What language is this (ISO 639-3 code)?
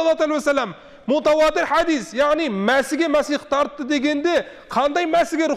kaz